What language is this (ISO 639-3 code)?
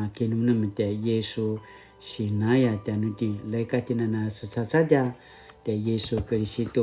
pwn